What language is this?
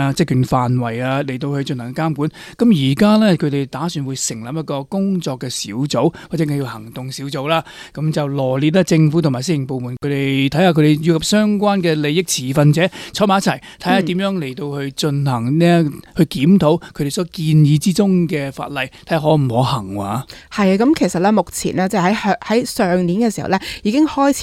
Cantonese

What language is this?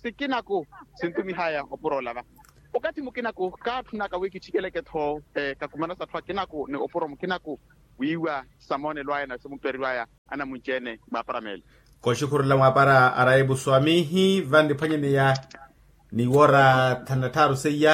Makhuwa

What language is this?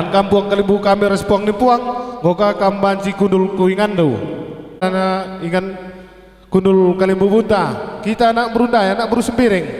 Batak Karo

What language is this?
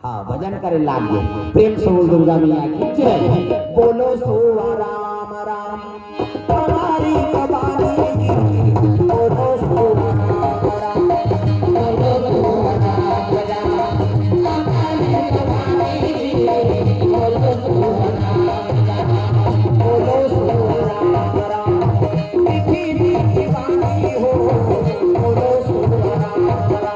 Chhattisgarhi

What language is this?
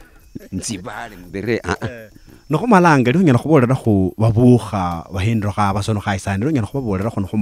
Luyia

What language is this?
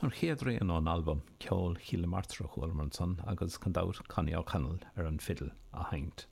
Irish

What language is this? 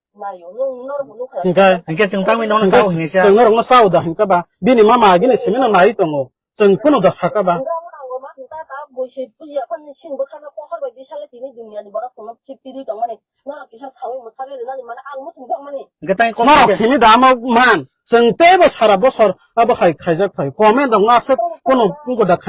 Kok Borok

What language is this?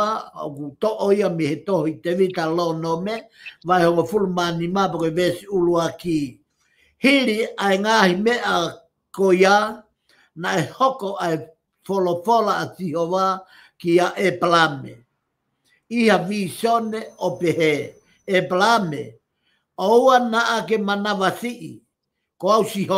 Tongan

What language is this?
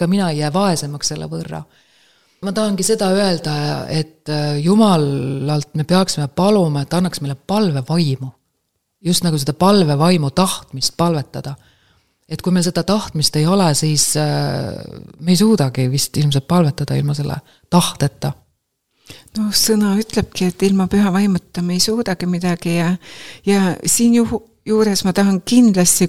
Estonian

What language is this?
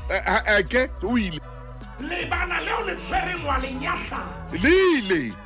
Southern Sotho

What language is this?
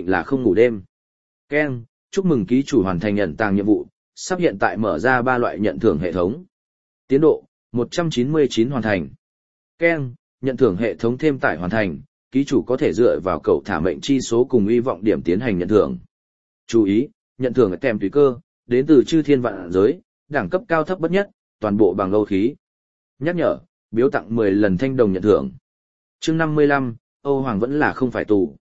Vietnamese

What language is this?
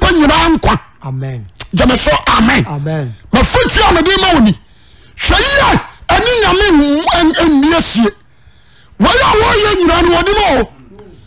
Akan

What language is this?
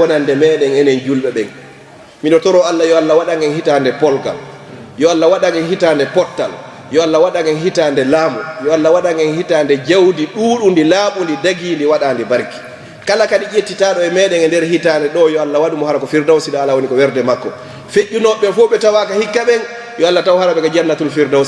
Fula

